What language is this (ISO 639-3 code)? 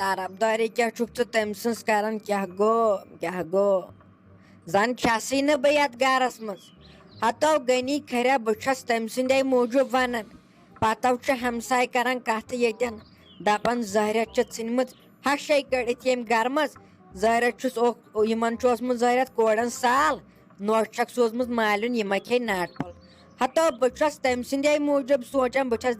kas